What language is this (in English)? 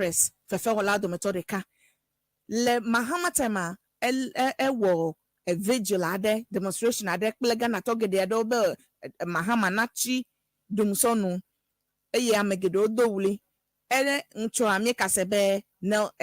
Ewe